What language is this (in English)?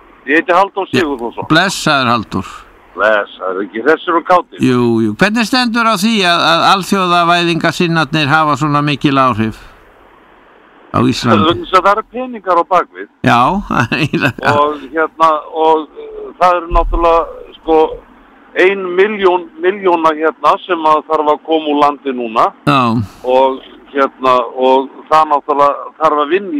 Icelandic